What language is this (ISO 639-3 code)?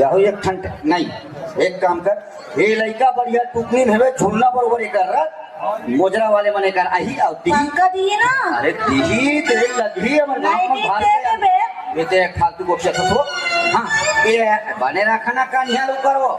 hne